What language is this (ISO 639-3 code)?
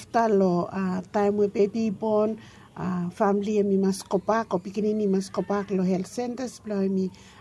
bis